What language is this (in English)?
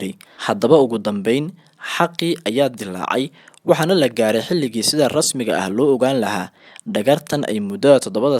Somali